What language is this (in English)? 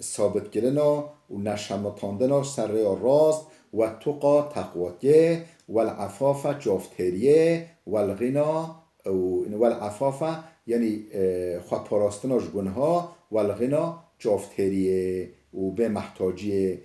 Kurdish